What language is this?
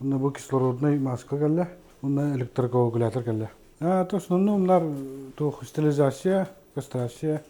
Yakut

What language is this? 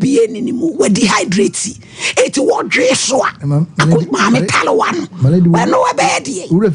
Akan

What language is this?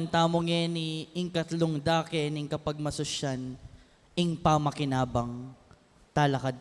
Pampanga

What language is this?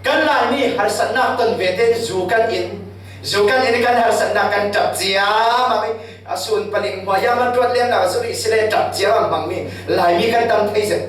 Falam Chin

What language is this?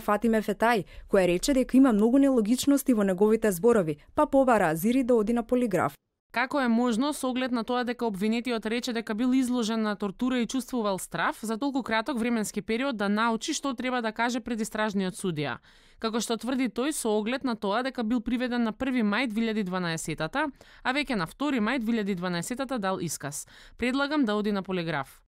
Macedonian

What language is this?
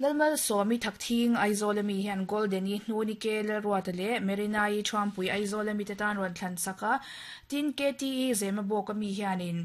Mizo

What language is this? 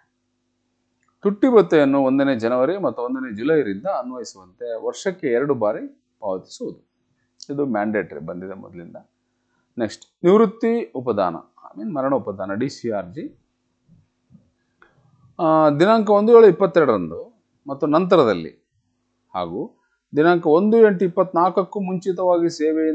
Kannada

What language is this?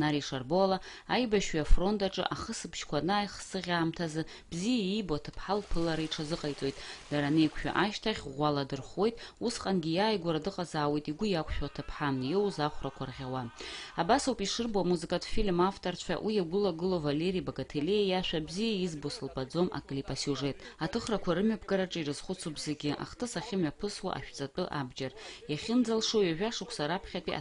Abkhazian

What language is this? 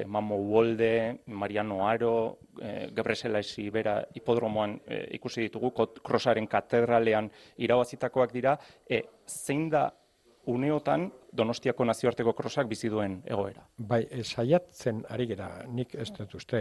Basque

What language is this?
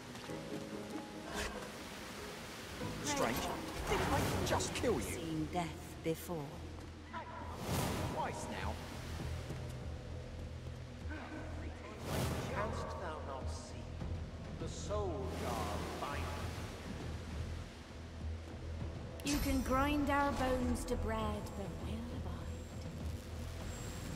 English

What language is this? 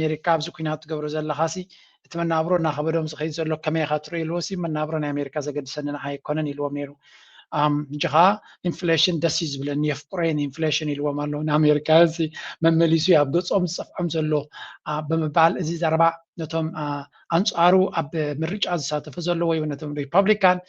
Tigrinya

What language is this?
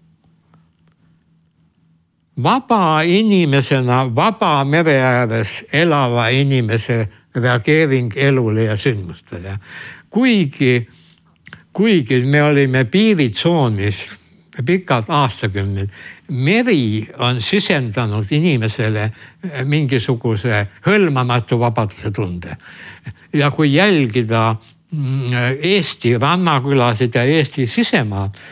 Estonian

